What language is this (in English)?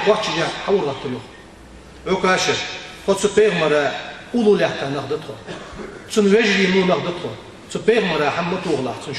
Ingush